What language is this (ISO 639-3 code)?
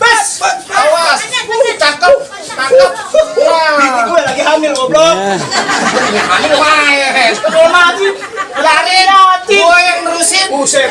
bew